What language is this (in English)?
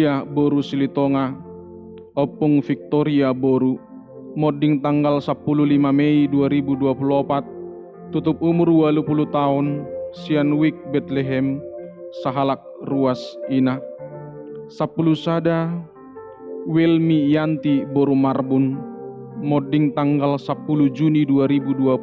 Batak Toba